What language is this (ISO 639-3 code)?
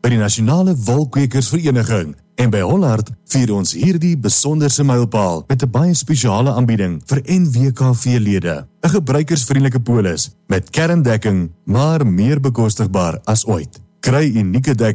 afr